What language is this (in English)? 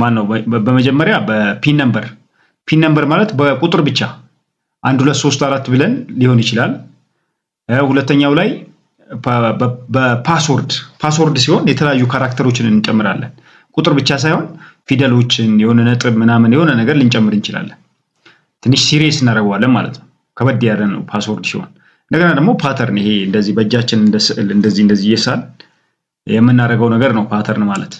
Amharic